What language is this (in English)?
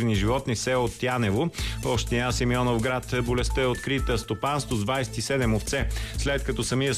Bulgarian